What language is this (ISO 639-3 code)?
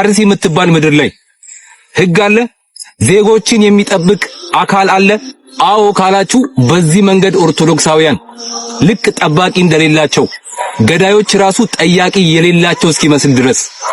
amh